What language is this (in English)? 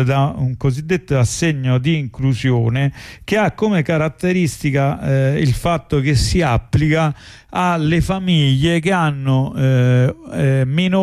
Italian